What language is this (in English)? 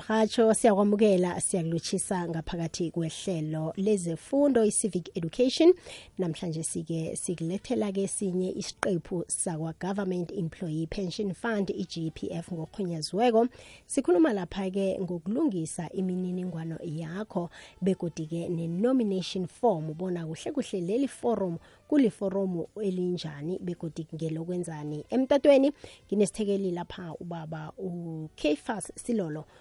South Ndebele